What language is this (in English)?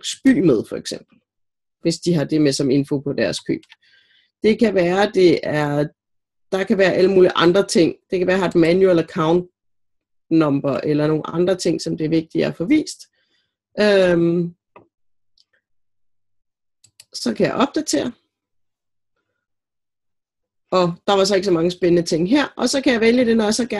Danish